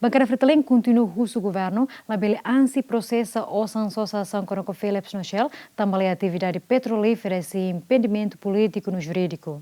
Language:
Tetum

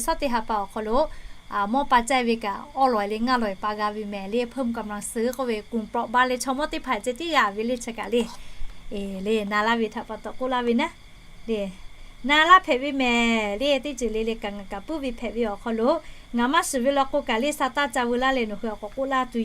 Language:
Lahu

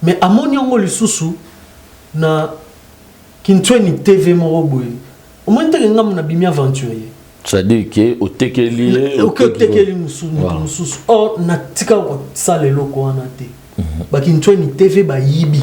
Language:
Lingala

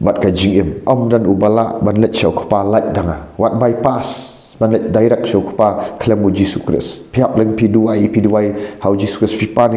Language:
Khasi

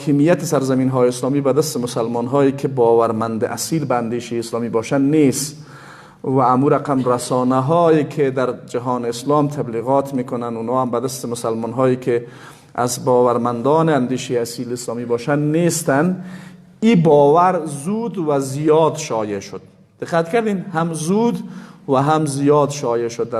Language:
Persian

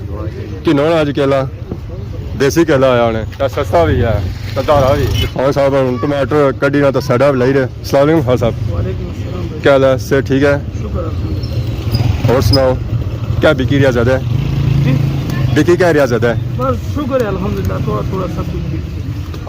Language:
Pahari-Potwari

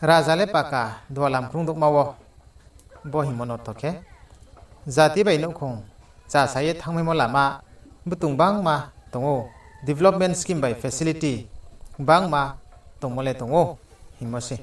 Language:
Riang (India)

